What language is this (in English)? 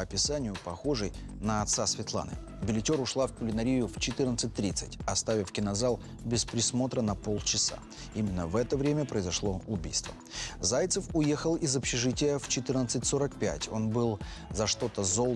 Russian